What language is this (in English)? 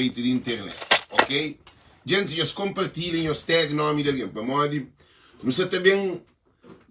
Kabuverdianu